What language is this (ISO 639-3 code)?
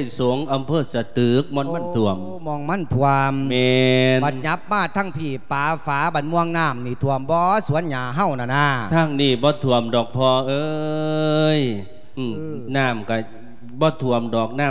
lao